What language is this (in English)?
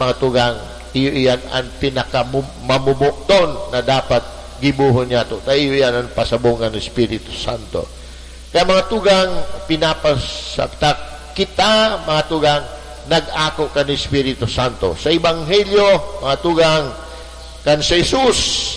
Bikol